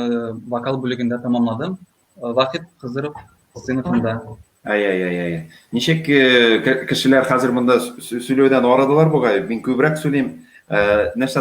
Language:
Tatar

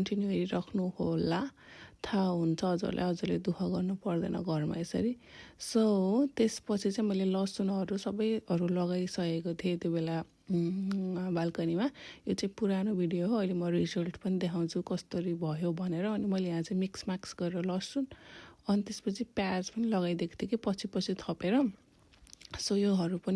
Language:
Nepali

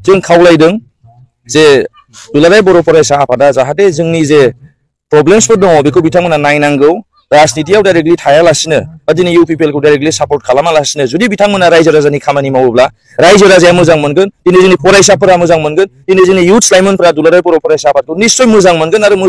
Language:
Bodo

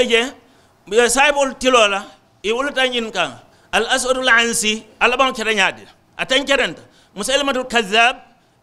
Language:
Mandingo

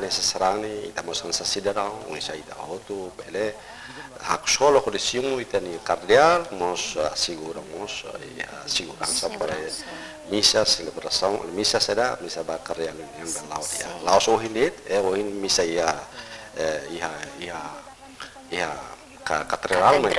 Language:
Tetum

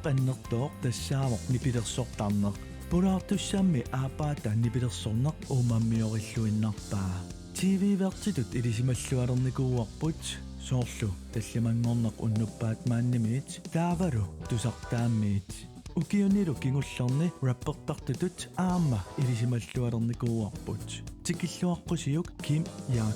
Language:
Kalaallisut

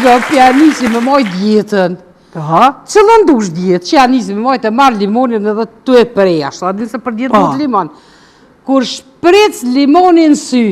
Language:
Albanian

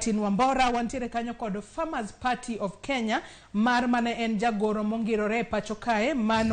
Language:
Luo (Kenya and Tanzania)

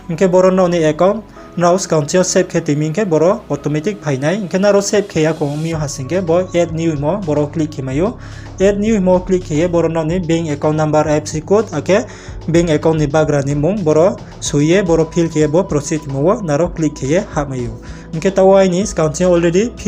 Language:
Riang (India)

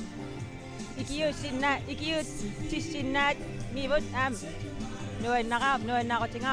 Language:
Kalaallisut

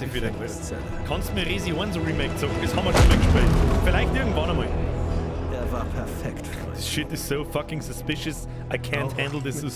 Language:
Bavarian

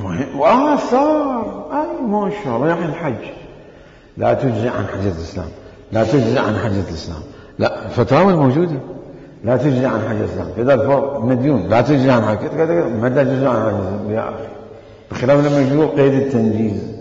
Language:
Mesopotamian Arabic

